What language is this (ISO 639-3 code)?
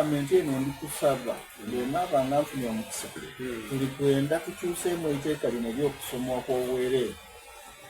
xog